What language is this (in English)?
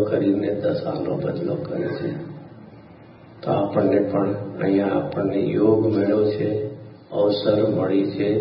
Gujarati